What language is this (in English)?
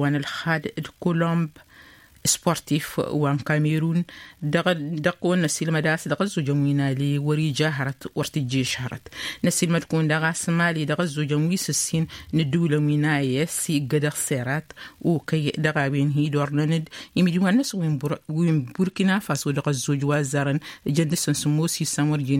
Tamasheq